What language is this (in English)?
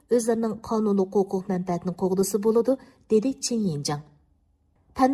Uyghur